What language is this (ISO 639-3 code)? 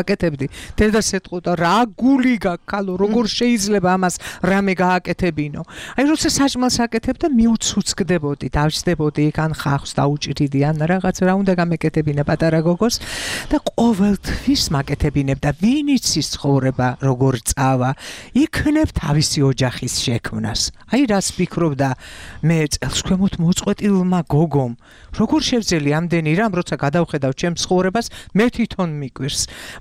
kat